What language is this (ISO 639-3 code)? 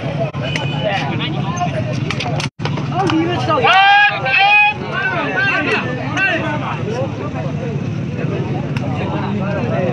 mya